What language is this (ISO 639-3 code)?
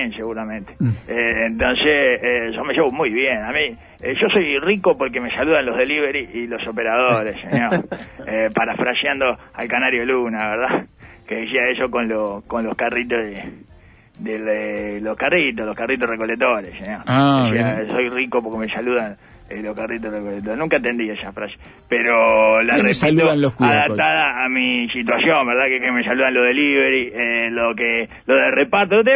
spa